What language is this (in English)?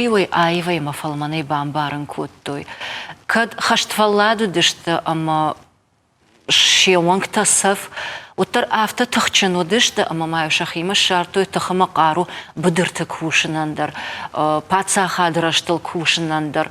Ossetic